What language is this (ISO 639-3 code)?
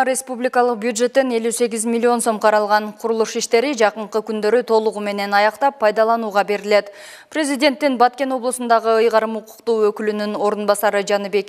kir